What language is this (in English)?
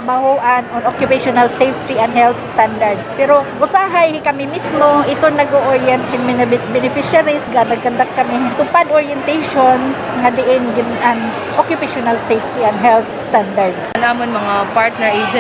Waray